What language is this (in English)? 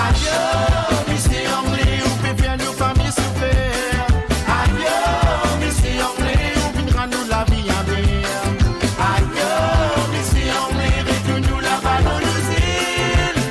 Morisyen